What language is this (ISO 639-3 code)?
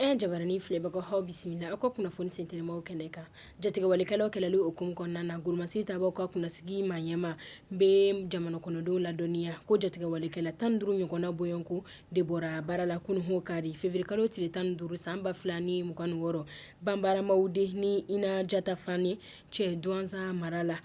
bam